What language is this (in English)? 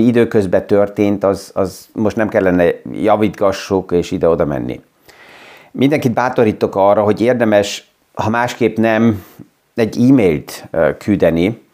Hungarian